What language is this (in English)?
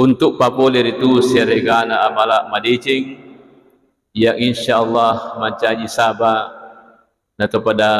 Buginese